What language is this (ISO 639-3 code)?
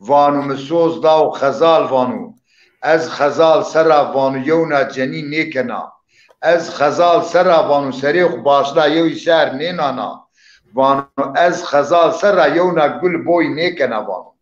zza